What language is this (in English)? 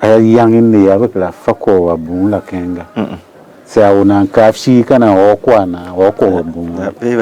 Tiv